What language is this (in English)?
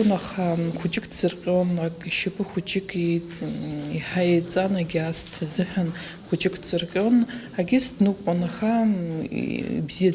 Abkhazian